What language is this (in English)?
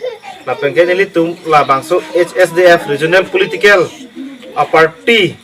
Karbi